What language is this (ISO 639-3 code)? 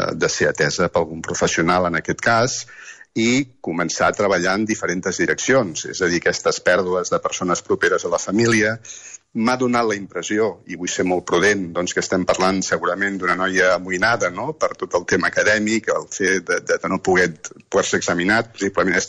cat